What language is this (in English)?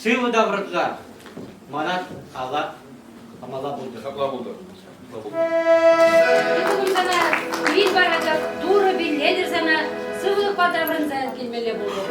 Chuvash